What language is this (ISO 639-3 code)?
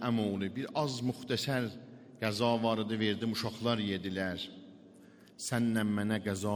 aze